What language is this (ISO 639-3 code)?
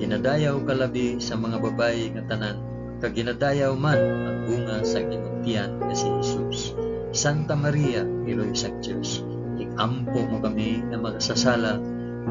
hil